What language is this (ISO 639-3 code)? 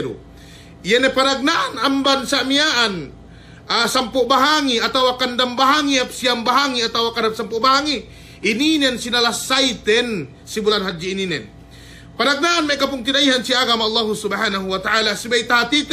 yka